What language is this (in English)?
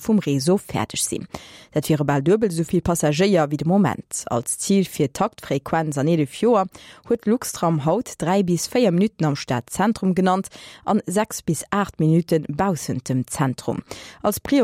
Luxembourgish